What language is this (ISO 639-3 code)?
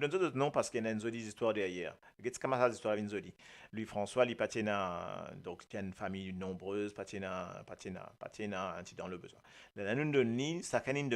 mfe